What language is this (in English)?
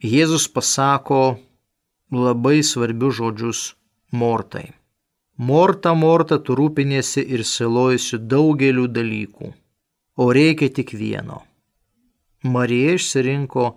Lithuanian